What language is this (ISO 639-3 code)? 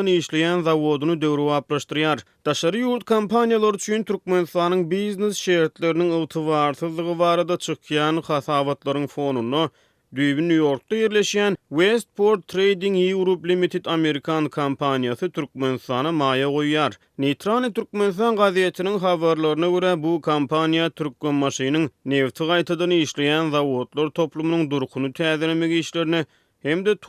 tuk